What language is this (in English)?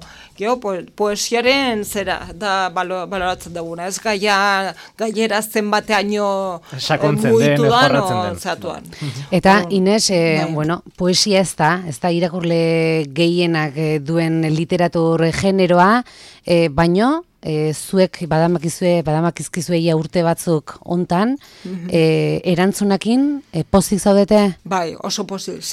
Basque